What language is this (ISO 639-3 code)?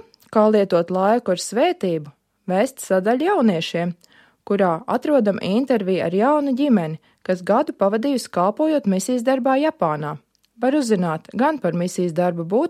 lav